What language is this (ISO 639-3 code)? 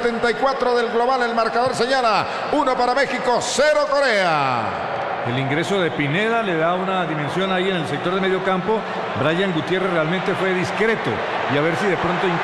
spa